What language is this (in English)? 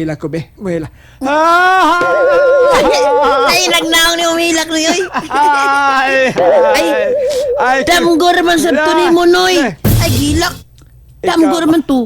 Cebuano